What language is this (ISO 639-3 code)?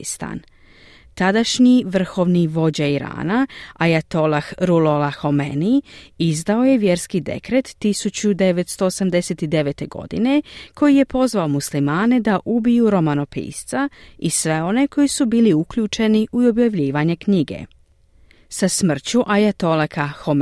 bos